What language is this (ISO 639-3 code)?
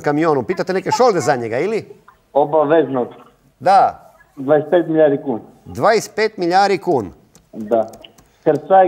hrv